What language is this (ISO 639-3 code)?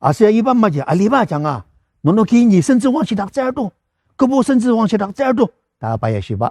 njo